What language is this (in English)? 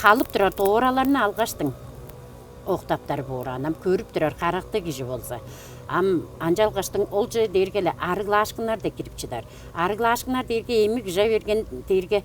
Tuvinian